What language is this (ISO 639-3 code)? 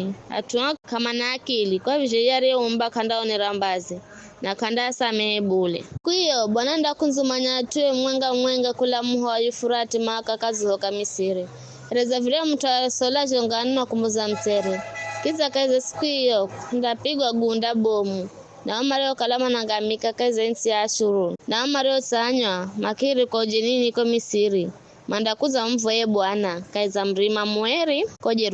nyf